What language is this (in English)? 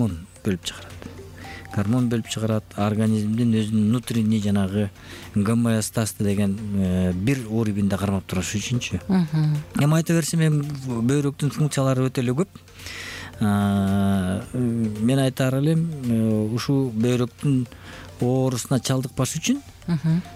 Kyrgyz